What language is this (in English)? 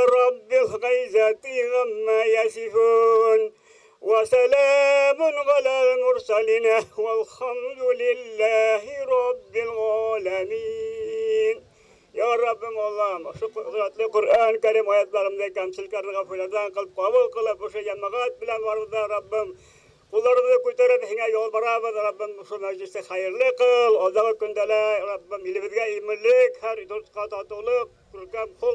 Bashkir